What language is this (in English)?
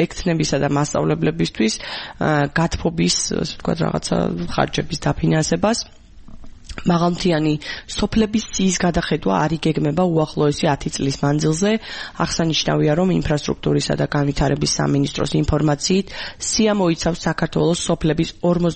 Georgian